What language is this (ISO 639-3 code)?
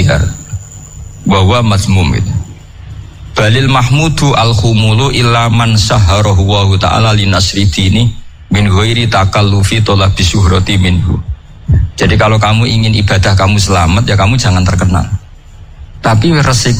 ind